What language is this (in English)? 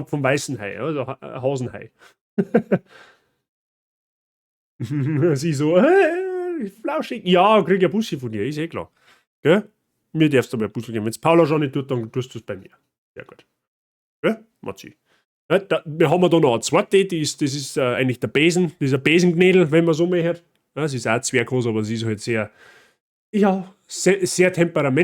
Bavarian